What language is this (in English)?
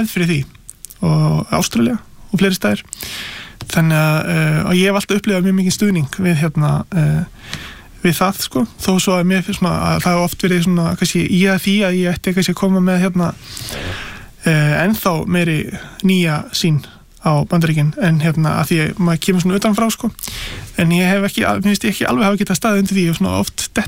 Icelandic